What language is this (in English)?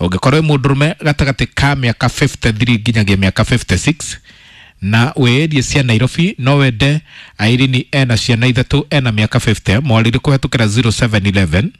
Kikuyu